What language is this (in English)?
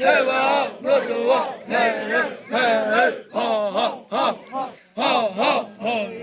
Xavánte